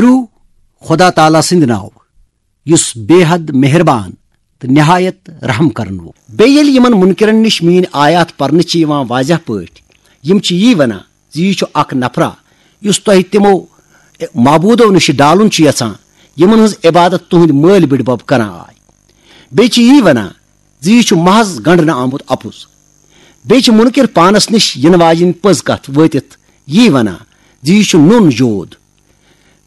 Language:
Kashmiri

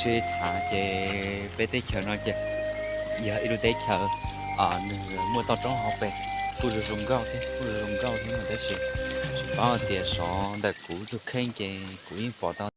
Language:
Hmong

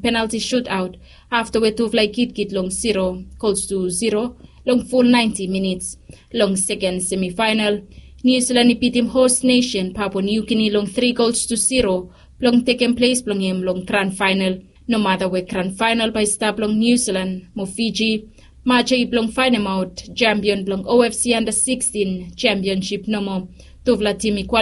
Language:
Bislama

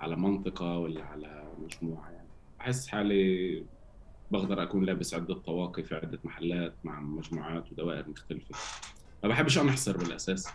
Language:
North Levantine Arabic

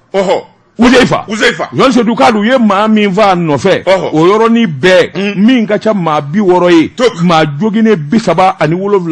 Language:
Bambara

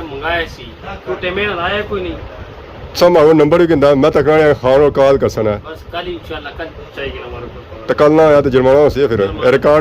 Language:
Pahari-Potwari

